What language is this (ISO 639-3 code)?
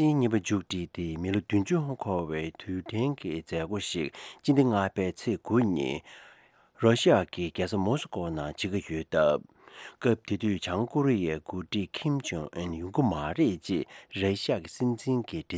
bod